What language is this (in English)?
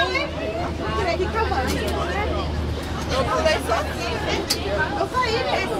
Portuguese